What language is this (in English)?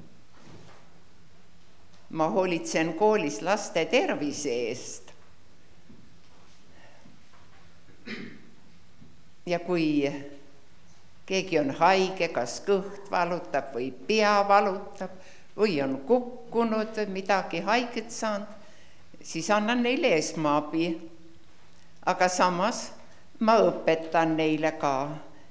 Estonian